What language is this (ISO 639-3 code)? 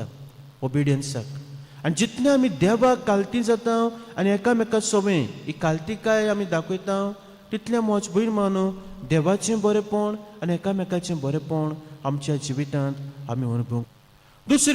kok